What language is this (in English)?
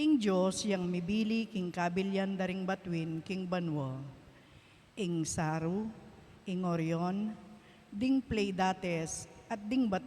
Pampanga